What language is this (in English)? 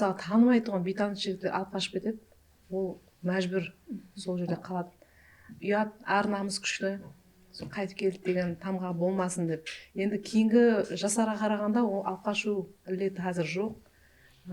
Kara-Kalpak